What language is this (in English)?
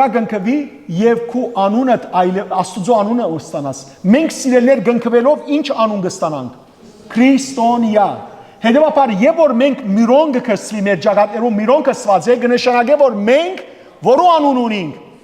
Western Armenian